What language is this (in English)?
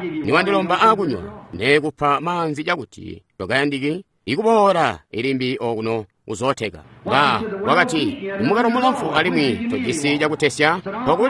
Tonga (Zambia)